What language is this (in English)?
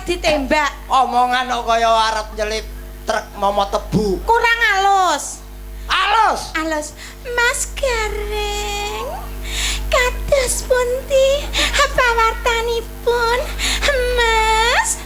Javanese